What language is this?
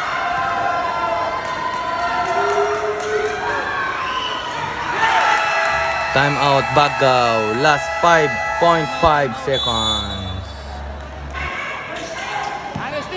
Filipino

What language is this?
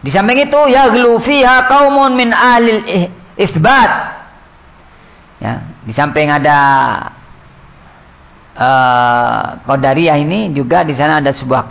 Indonesian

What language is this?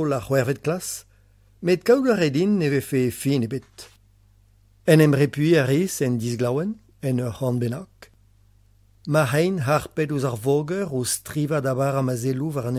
Breton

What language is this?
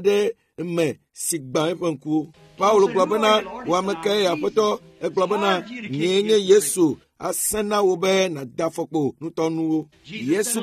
Ewe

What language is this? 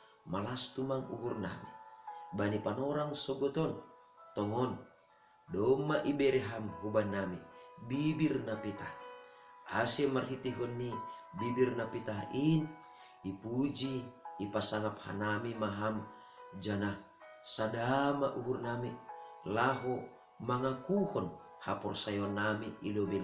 Batak Simalungun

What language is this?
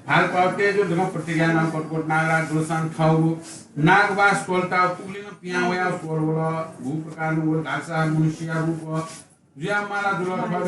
Newari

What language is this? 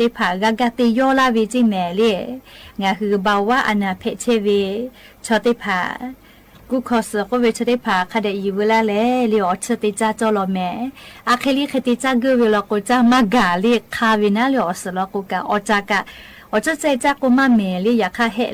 Lahu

